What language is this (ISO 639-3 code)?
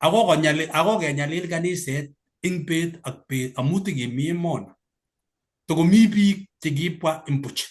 kln